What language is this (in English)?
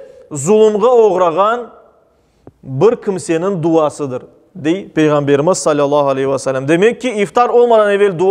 Crimean Tatar